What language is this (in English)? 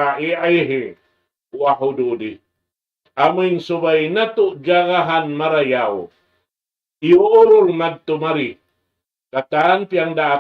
Tausug